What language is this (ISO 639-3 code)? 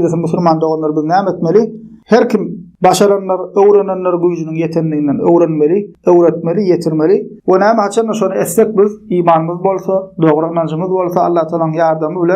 tuk